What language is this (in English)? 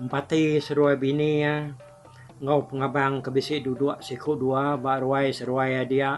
Iban